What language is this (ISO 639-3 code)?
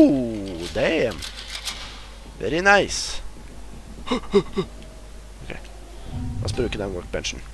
nor